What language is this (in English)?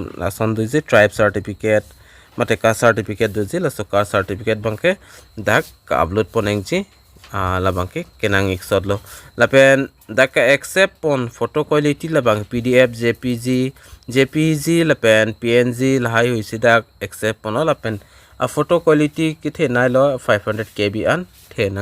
Karbi